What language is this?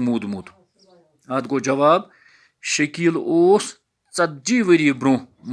Kashmiri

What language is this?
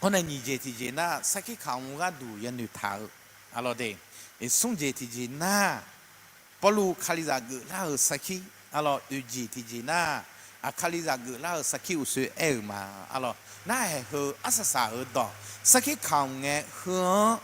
Akha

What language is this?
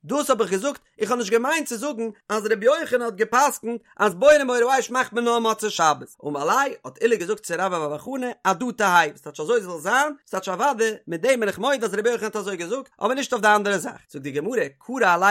Yiddish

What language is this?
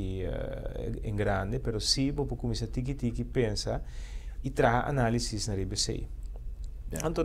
Papiamento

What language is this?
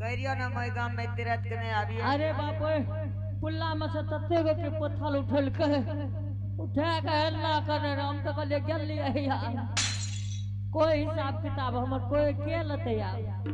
Angika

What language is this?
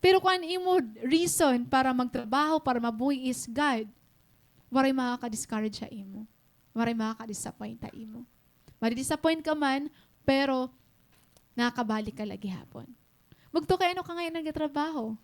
Waray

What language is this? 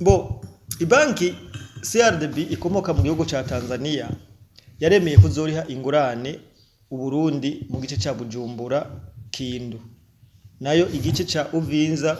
Rundi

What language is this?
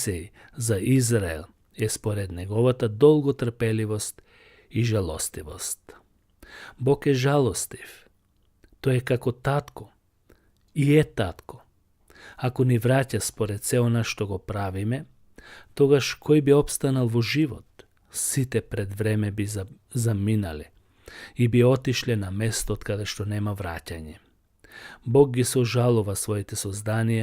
Macedonian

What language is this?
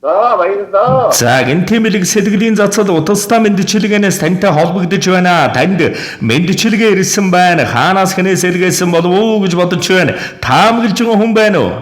Mongolian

